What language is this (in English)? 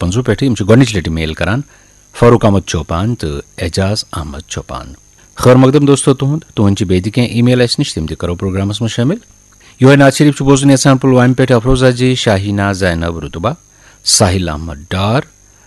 Kashmiri